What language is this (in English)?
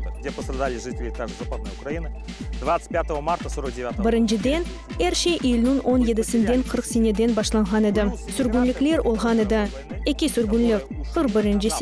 Crimean Tatar